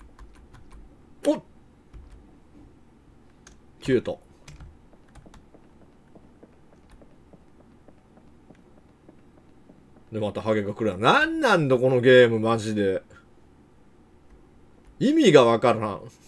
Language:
Japanese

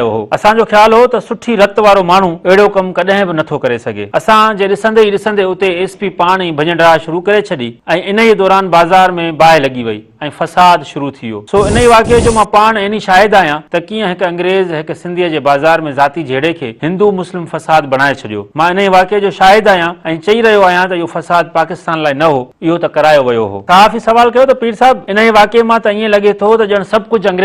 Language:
Sindhi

